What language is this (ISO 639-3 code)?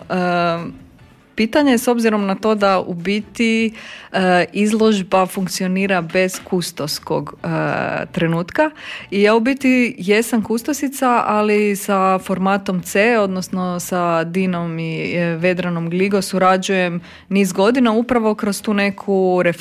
hrv